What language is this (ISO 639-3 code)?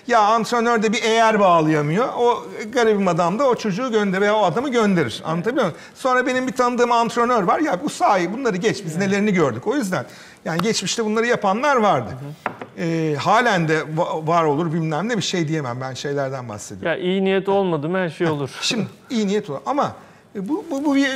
tur